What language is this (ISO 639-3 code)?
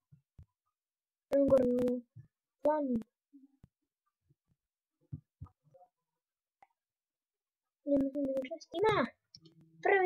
hrv